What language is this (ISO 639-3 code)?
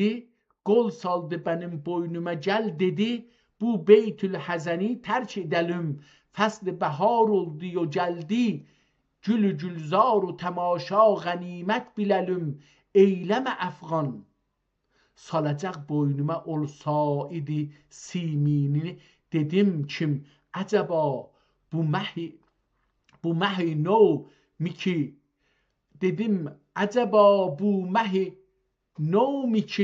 azb